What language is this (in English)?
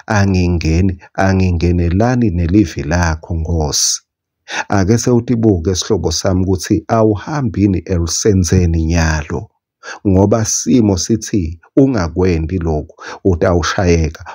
Swati